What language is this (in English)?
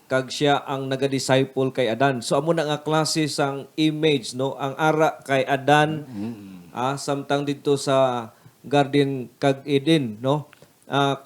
Hiligaynon